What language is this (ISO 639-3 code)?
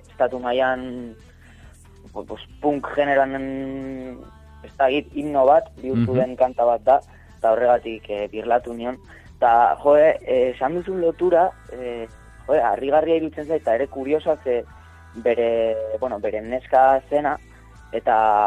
eus